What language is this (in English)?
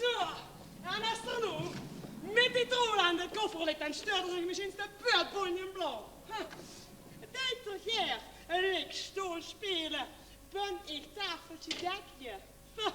Limburgish